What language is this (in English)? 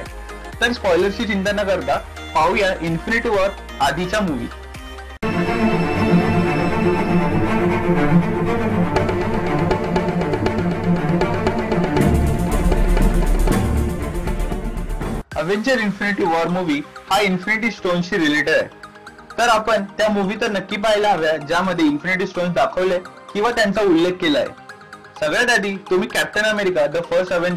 Marathi